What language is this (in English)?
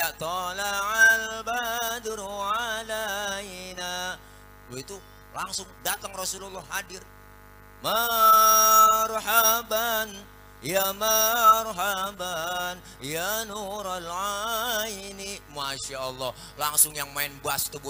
Betawi